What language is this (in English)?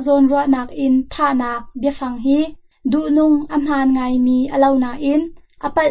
Hakha Chin